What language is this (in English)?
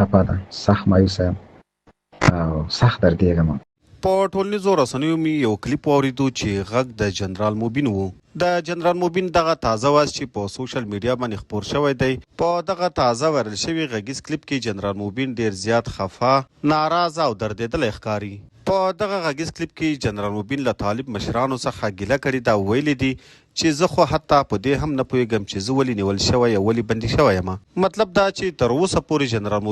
Pashto